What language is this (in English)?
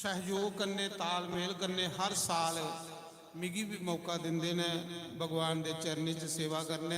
Dogri